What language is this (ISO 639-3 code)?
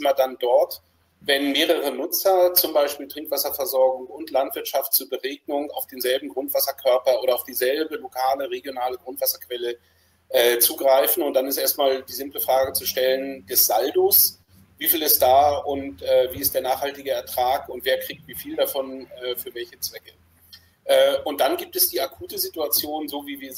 deu